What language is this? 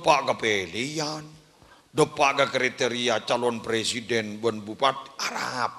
Madurese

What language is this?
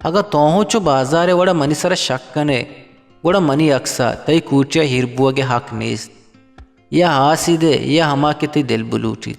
Eastern Balochi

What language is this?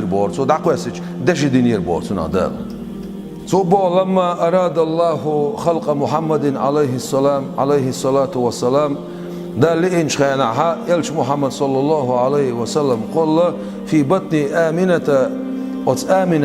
Chechen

